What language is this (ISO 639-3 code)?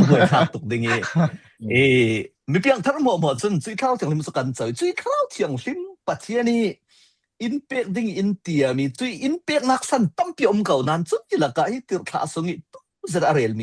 cfm